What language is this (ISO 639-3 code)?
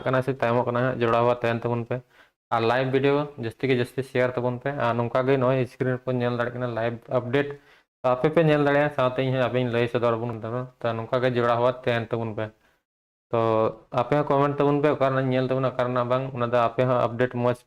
sat